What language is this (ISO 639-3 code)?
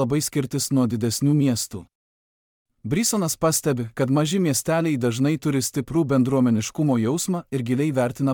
lit